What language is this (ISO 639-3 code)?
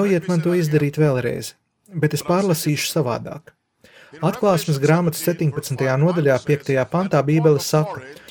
lav